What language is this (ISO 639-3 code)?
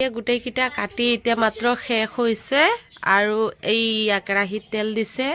asm